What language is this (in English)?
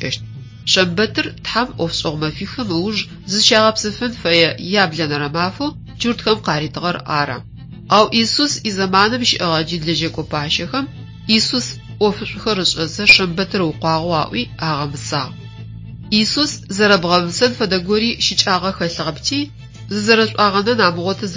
Adyghe